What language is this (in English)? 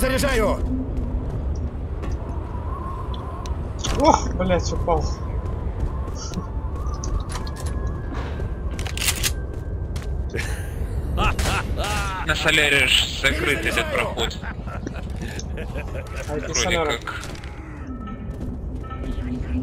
Russian